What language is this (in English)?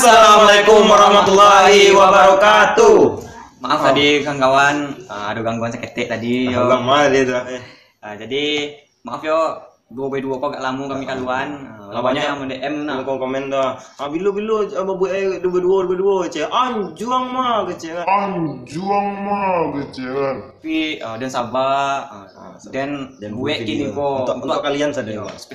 Minangkabau